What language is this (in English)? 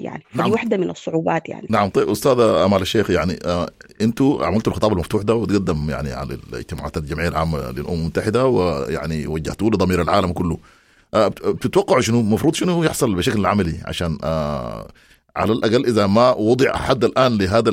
Sudanese Arabic